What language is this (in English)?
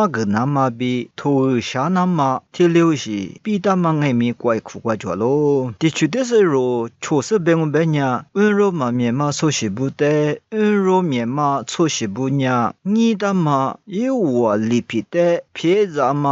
Lisu